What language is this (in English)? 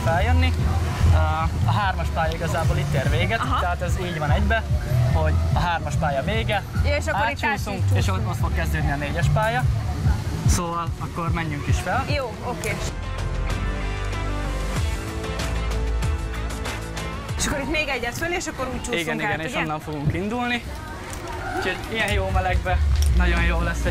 Hungarian